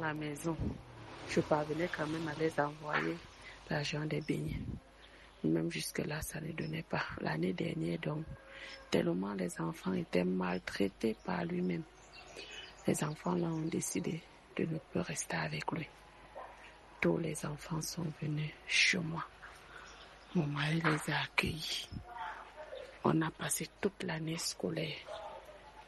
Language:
French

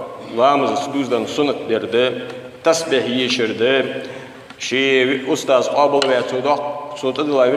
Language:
Ingush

